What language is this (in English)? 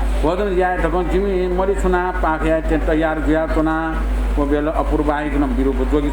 Newari